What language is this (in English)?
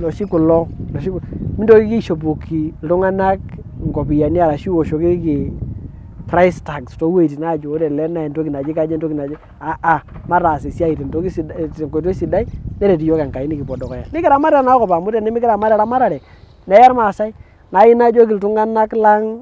Masai